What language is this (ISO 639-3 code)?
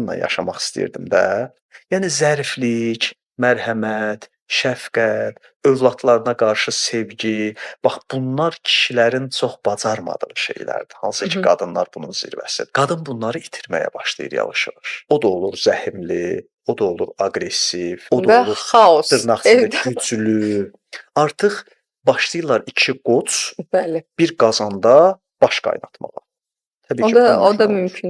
aze